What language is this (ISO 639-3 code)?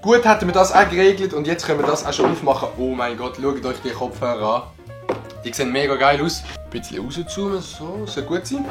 gsw